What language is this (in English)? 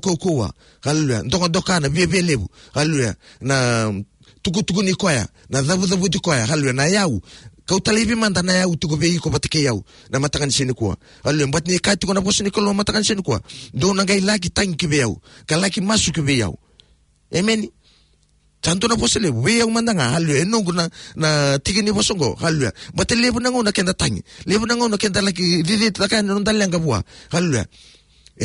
Fijian